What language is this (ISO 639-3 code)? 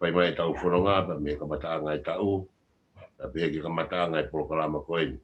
ton